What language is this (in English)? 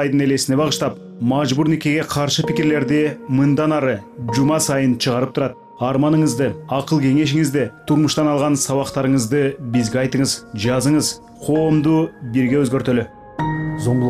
Kyrgyz